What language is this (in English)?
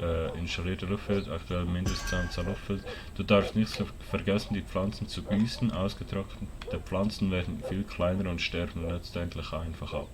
Swiss German